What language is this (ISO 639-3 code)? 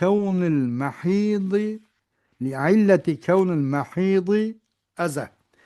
uig